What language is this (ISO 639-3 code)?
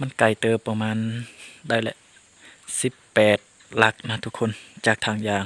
lao